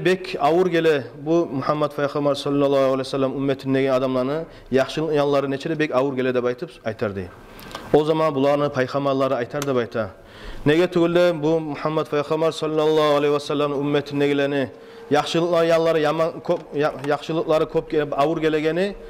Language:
Kumyk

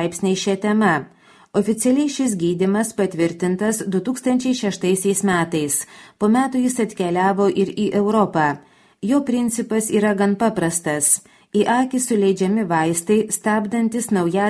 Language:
Lithuanian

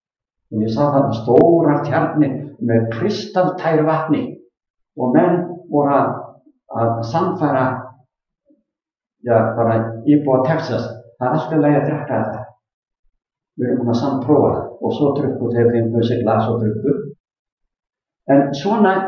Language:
Icelandic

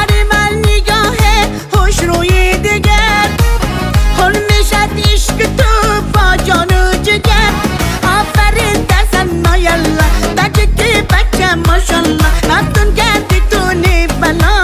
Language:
Tajik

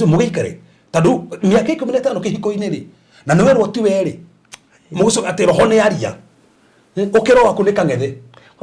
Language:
Kikuyu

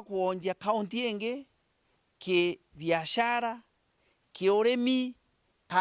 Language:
Meru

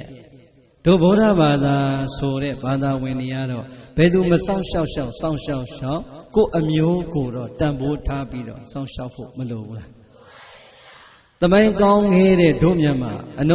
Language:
Burmese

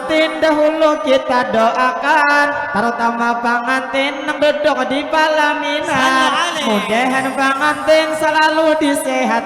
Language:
Banjar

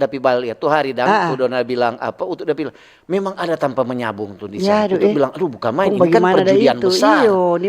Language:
Manado Malay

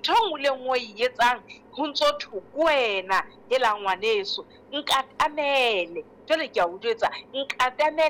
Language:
Southern Sotho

